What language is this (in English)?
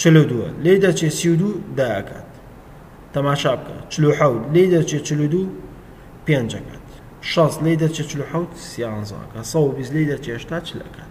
Central Kurdish